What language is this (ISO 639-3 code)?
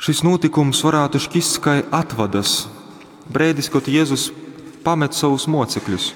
ltg